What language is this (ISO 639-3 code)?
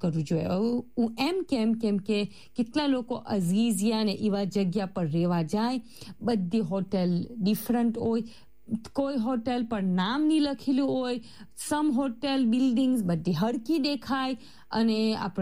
guj